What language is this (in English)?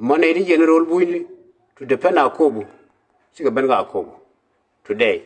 Nuer